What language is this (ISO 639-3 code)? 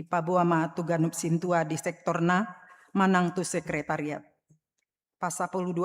bbc